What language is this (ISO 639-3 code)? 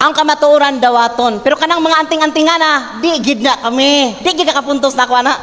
ceb